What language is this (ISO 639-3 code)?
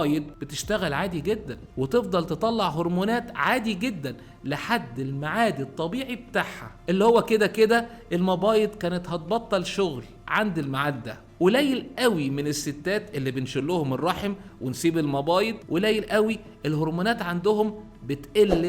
arz